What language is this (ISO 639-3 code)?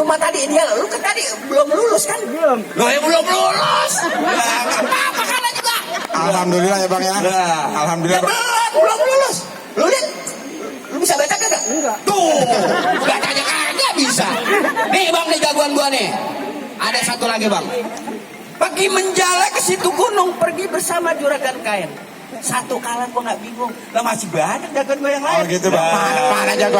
bew